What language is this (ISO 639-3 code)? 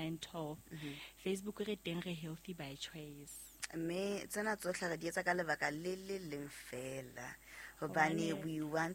sot